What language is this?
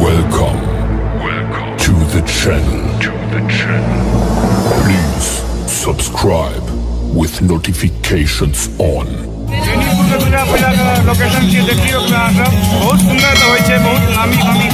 Maithili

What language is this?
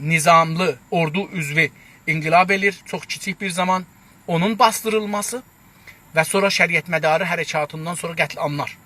South Azerbaijani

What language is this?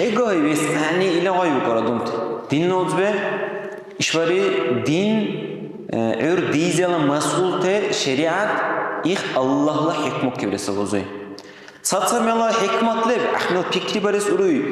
Dargwa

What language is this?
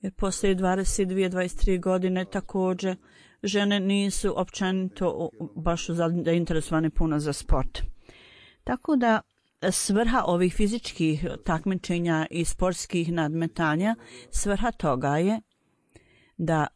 Bosnian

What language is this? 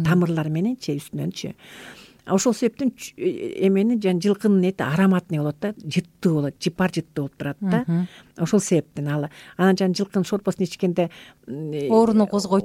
Kyrgyz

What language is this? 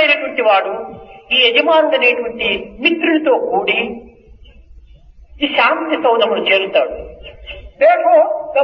Telugu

